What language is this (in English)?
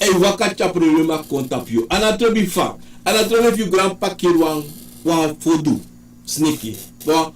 Sranan Tongo